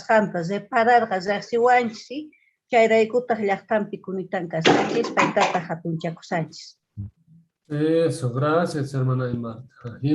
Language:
Quechua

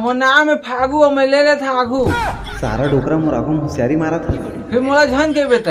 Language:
Chhattisgarhi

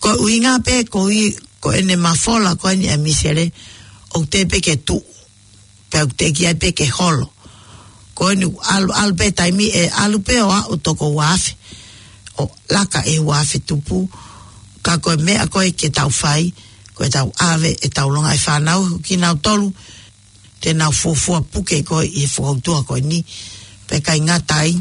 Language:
Tongan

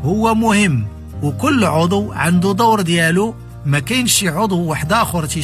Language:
Moroccan Arabic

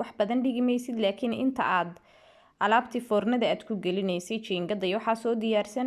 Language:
Somali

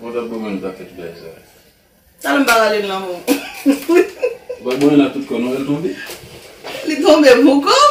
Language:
Haitian Creole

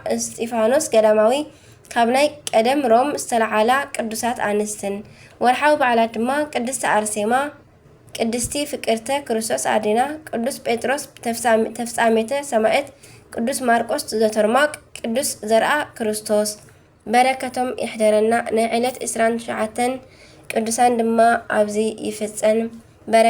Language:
Tigrinya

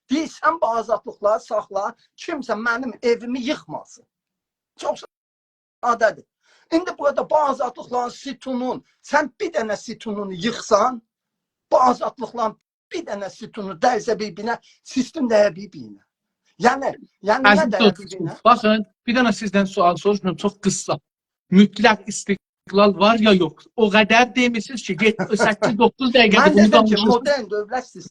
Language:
South Azerbaijani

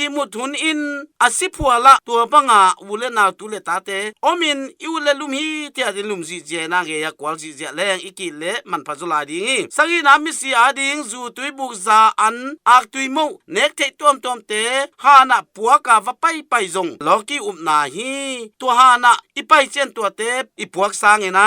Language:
Tedim Chin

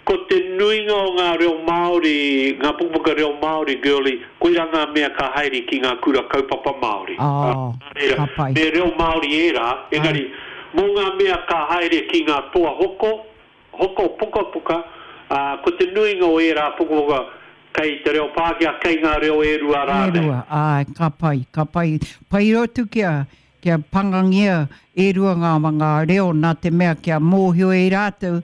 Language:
Māori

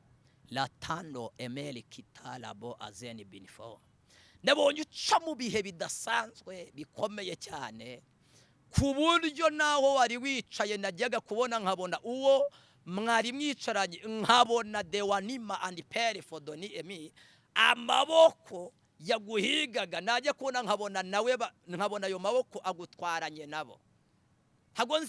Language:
Kinyarwanda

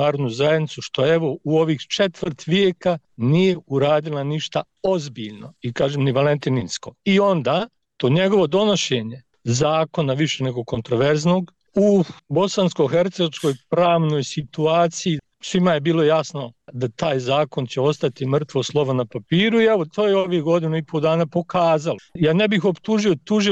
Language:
Bosnian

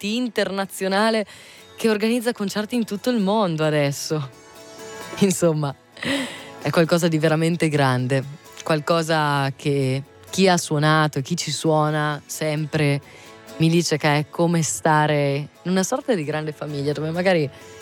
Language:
Italian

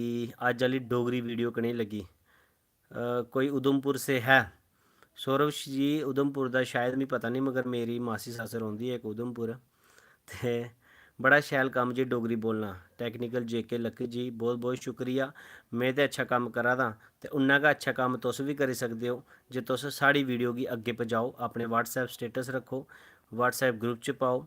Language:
Dogri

